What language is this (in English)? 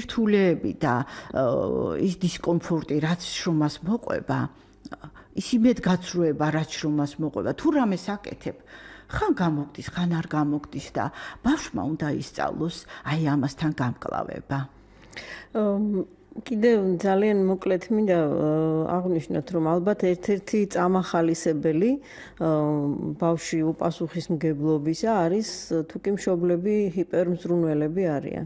Georgian